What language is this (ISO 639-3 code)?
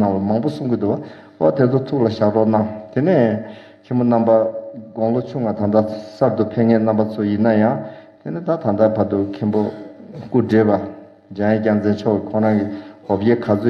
bod